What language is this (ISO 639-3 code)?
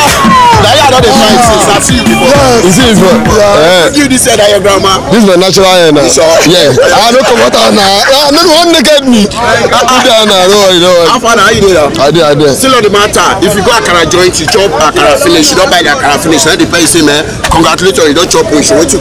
pcm